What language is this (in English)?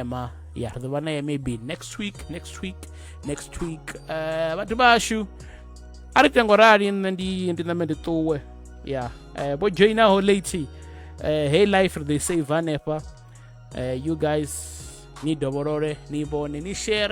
Venda